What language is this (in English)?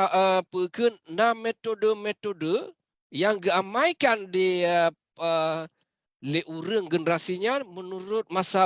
Achinese